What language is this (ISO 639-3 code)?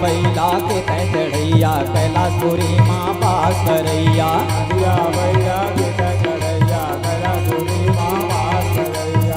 hne